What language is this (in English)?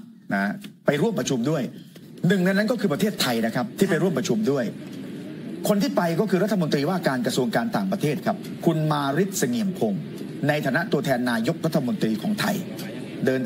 Thai